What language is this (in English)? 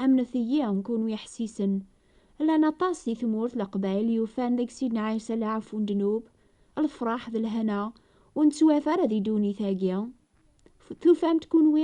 Kabyle